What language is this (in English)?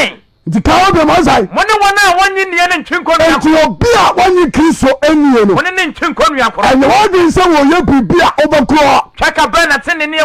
Akan